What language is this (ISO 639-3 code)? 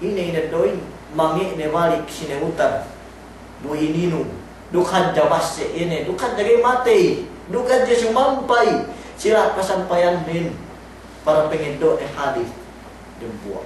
yka